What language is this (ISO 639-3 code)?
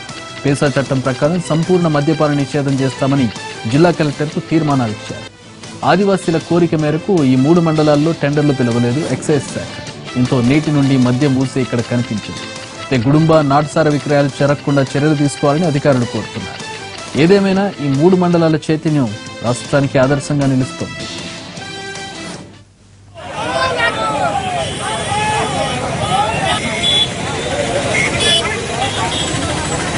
tel